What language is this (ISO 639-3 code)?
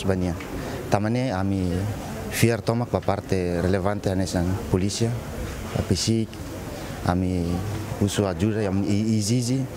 tet